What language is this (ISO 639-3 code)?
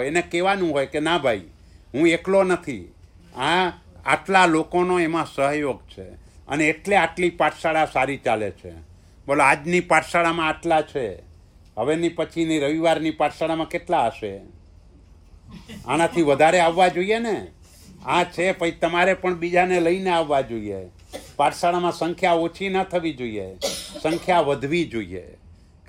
guj